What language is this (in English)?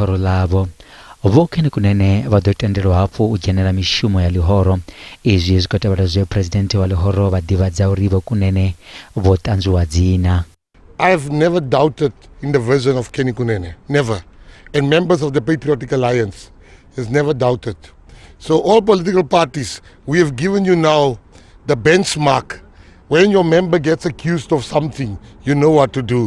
Venda